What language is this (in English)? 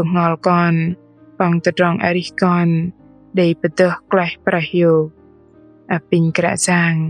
Bahnar